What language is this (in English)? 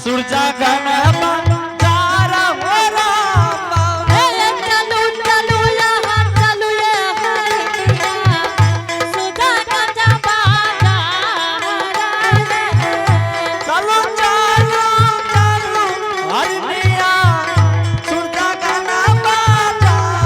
Angika